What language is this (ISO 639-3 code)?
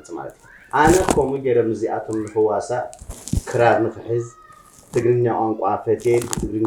tir